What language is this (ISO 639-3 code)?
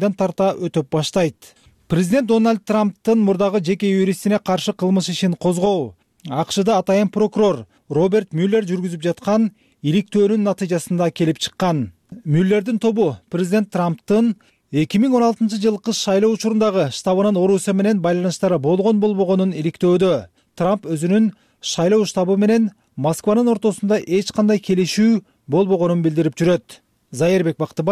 kir